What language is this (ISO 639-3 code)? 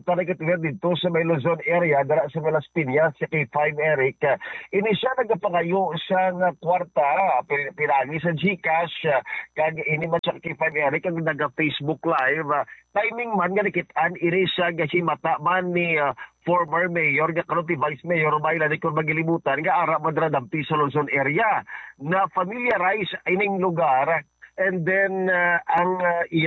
hil